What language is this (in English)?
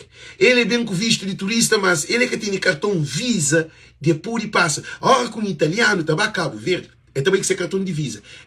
Kabuverdianu